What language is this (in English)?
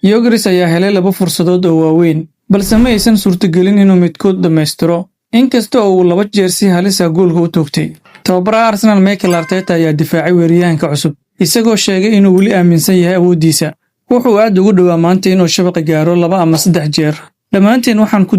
Somali